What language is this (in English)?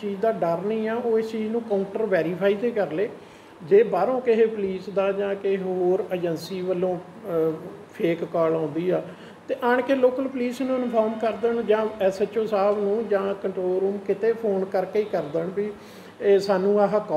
Punjabi